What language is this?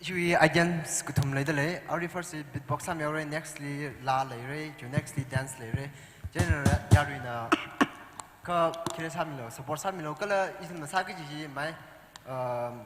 Tangkhul Naga (India)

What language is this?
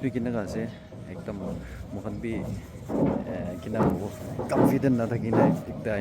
Naga Pidgin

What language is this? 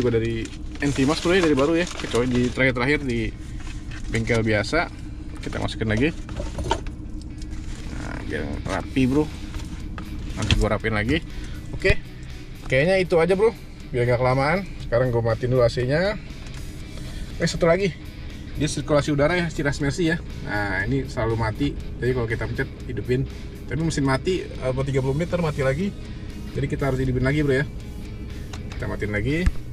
Indonesian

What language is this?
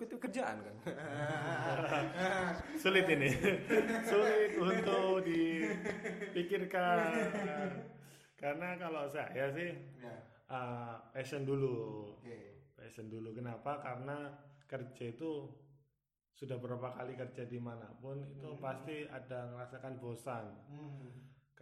Indonesian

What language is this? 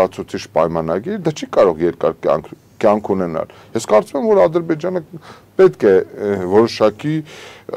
Armenian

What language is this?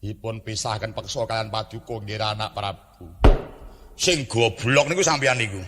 Javanese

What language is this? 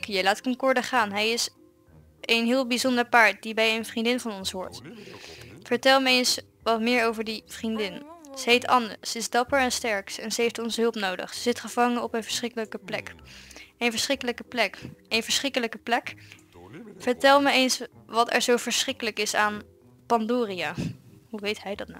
Dutch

